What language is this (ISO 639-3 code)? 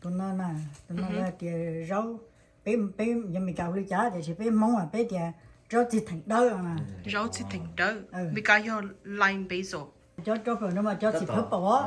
hmn